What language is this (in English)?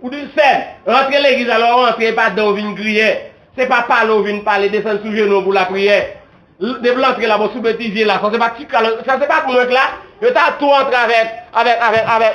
Haitian Creole